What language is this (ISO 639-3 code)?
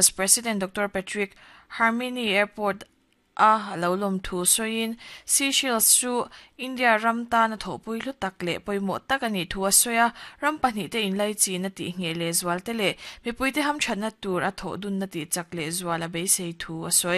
lus